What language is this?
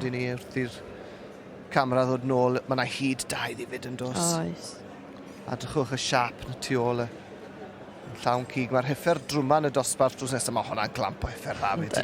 Welsh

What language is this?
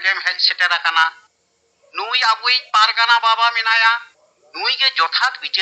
Santali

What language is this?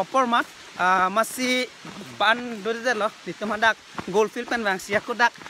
Karbi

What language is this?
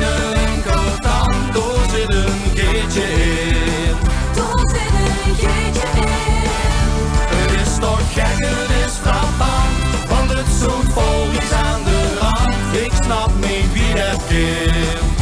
Limburgish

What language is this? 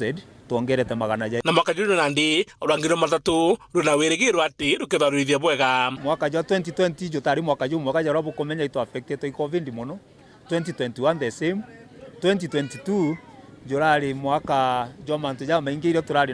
Meru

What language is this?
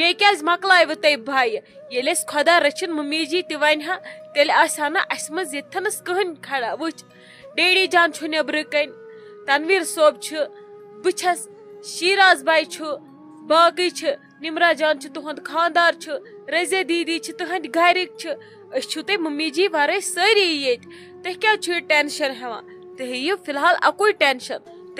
Kashmiri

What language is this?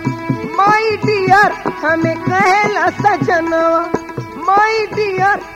Bhojpuri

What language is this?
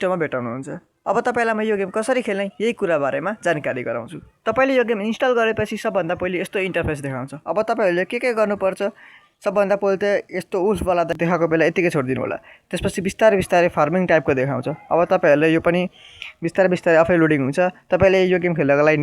Nepali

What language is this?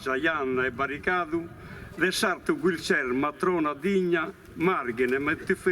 Sardinian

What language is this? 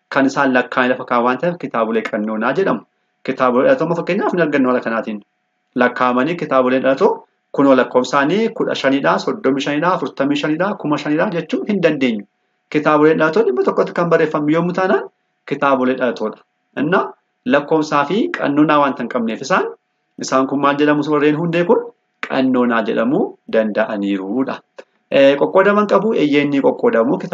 Oromo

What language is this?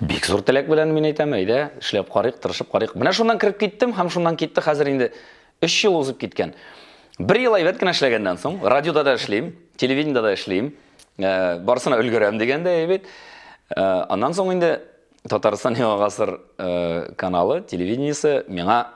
Tatar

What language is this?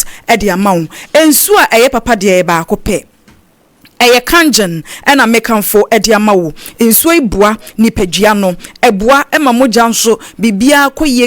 Akan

